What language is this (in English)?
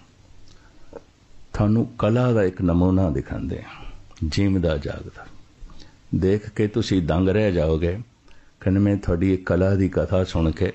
Punjabi